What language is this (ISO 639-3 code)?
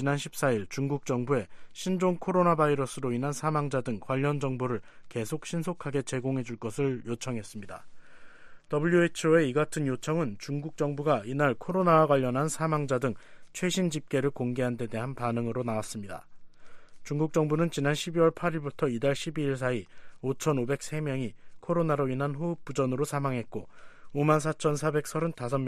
kor